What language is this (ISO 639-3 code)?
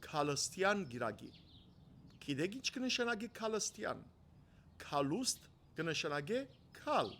hyw